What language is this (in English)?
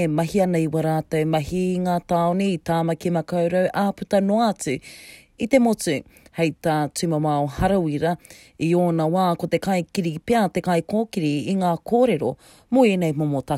Māori